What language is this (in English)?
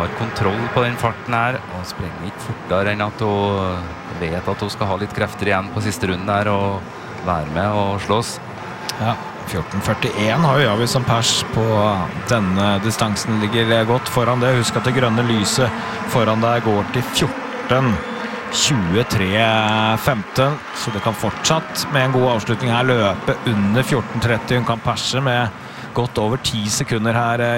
Norwegian